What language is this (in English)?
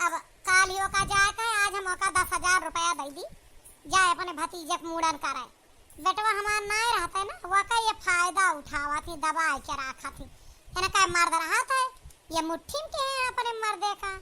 Awadhi